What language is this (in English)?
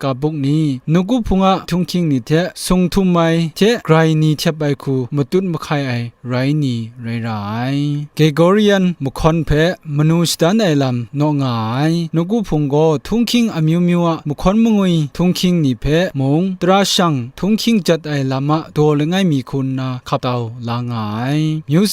Kachin